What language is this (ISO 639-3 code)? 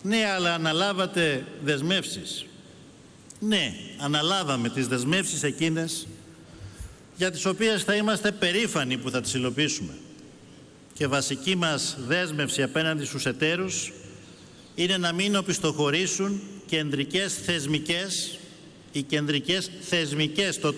ell